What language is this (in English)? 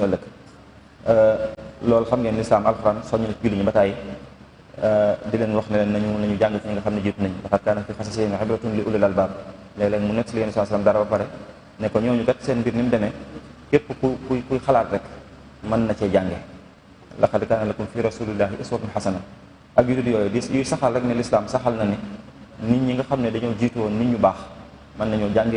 Wolof